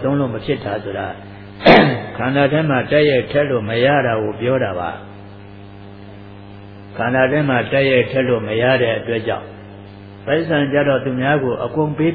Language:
Burmese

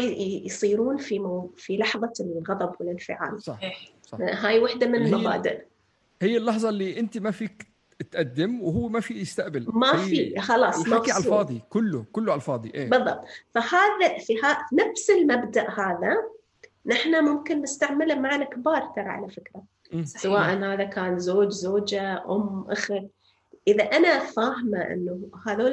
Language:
North Levantine Arabic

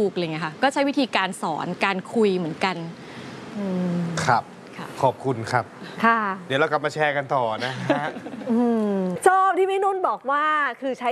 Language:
Thai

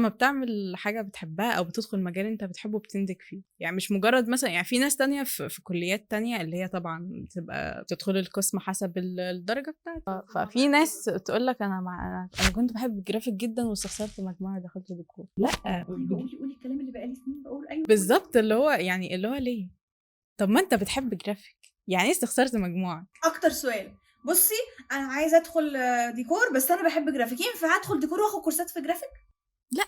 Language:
Egyptian Arabic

